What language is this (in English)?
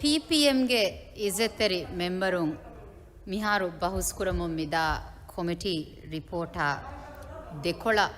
Divehi